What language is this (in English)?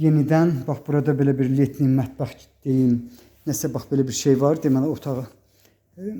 Azerbaijani